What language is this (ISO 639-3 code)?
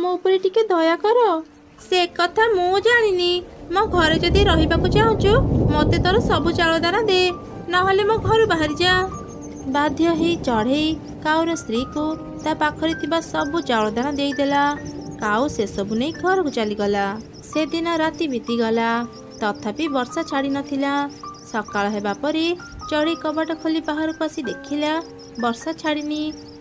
ori